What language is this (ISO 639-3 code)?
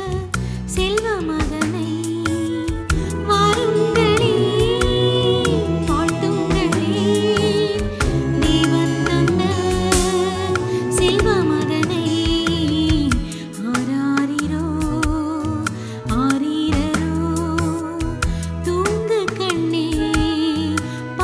tam